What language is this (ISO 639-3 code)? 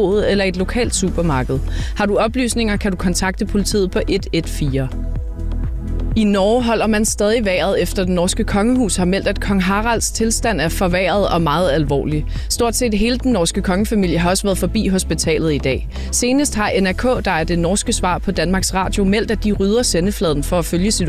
dan